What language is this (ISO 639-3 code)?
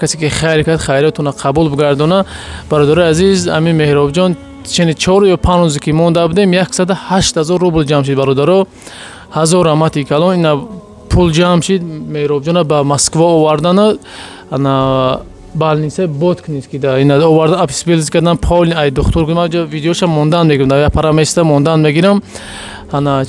tgk